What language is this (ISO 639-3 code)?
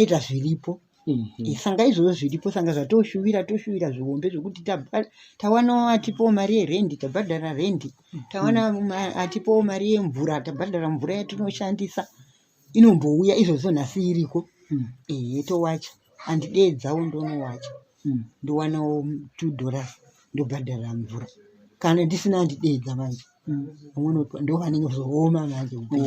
sna